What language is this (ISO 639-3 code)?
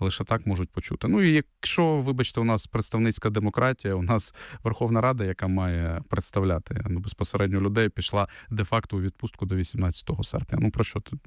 ukr